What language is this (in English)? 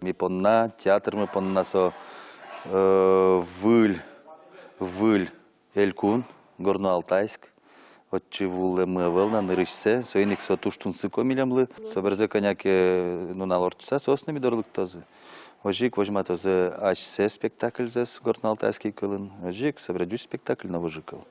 Udmurt